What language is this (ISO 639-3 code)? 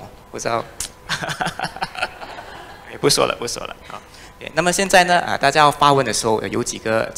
zho